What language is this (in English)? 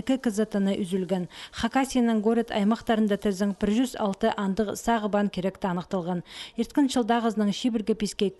Khakas